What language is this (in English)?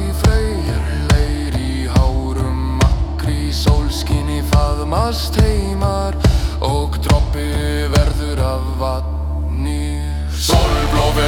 Icelandic